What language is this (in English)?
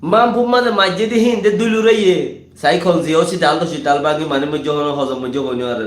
Rohingya